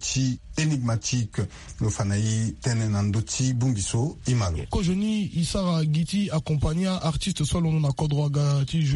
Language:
Sango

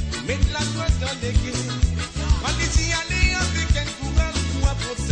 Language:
Morisyen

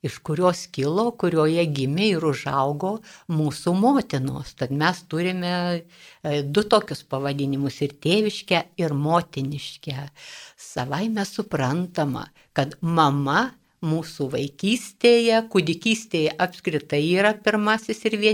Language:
Lithuanian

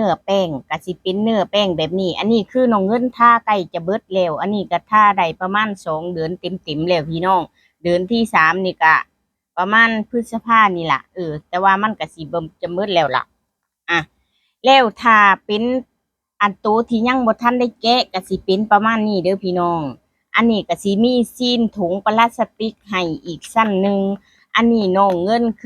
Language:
Lao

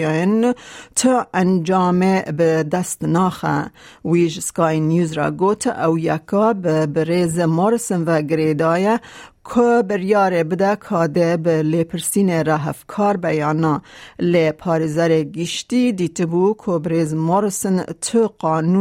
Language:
Kurdish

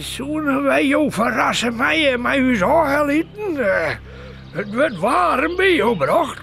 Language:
Western Frisian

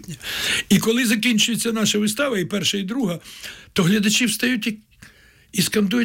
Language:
Ukrainian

